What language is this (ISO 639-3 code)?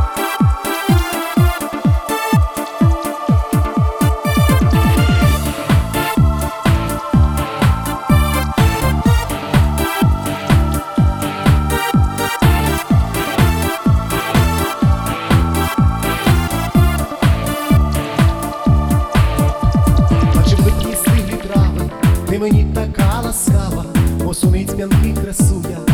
ukr